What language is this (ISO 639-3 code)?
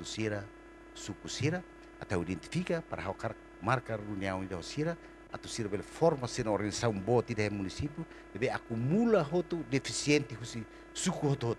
tet